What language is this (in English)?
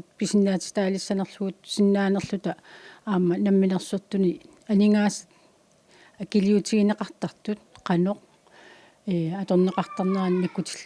Kalaallisut